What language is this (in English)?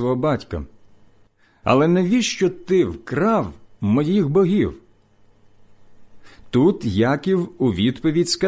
Ukrainian